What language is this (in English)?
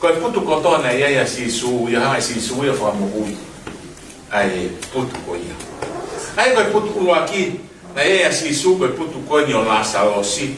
Tongan